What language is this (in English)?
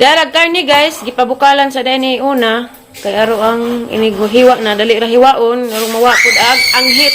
Cebuano